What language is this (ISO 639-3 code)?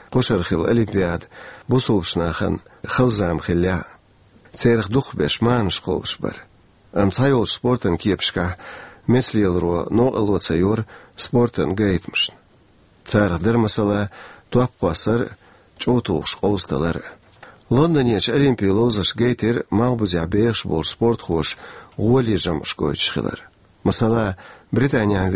che